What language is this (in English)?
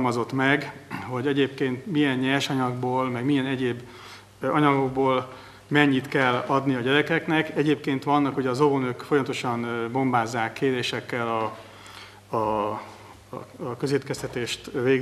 Hungarian